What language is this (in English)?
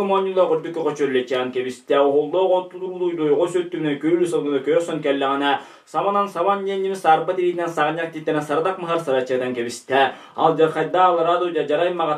Yakut